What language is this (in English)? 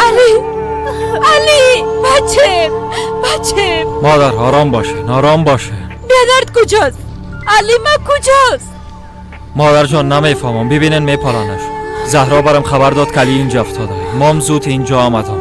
Persian